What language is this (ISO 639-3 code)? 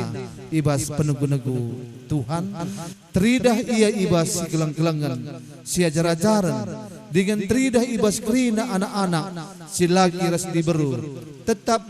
btx